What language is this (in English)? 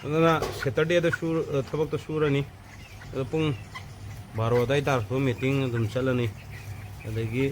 Manipuri